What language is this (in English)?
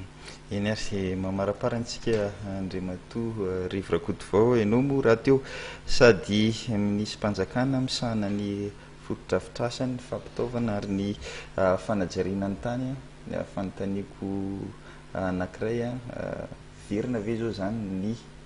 Malagasy